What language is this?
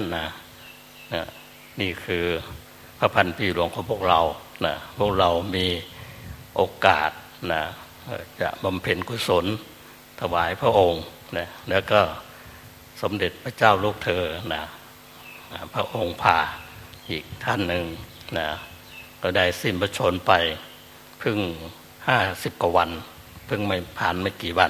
Thai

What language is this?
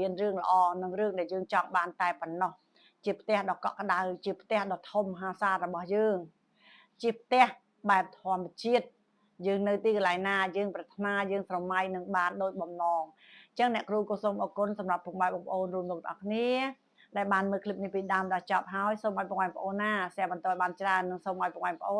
Khmer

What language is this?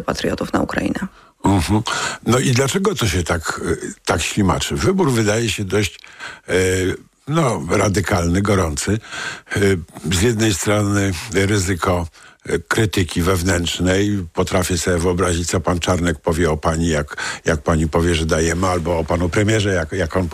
Polish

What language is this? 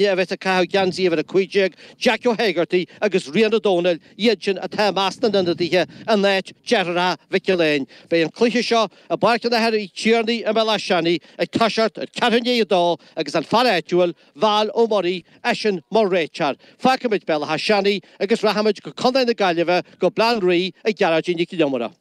Irish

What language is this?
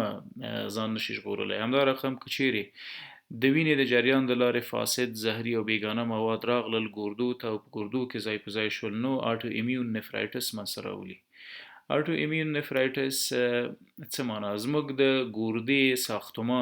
Pashto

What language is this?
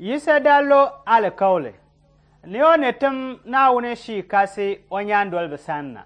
Dagbani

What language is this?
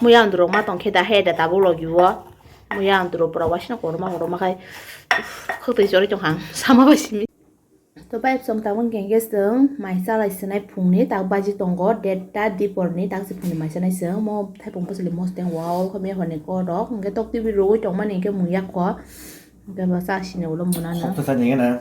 Kok Borok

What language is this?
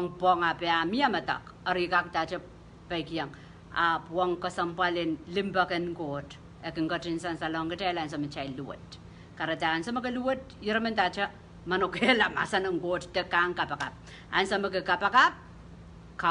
Pohnpeian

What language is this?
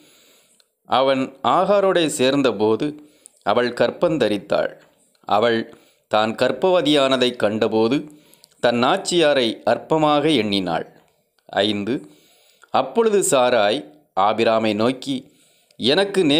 Tamil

